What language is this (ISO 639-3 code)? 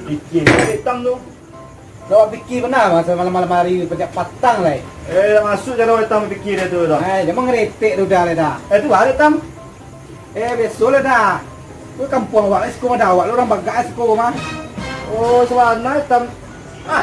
min